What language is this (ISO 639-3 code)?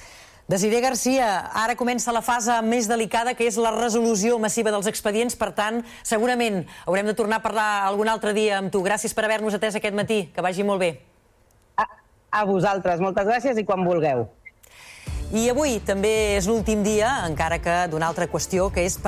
cat